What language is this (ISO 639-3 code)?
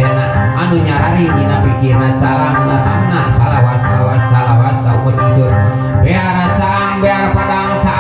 sun